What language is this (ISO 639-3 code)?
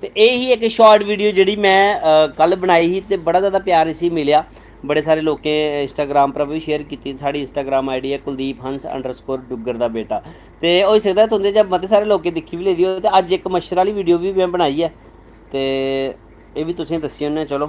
doi